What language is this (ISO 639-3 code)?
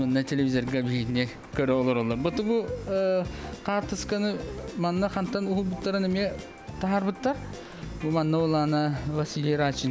sah